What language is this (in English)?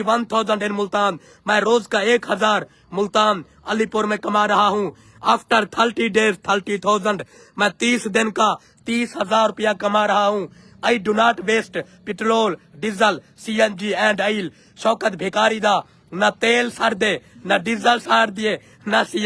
Saraiki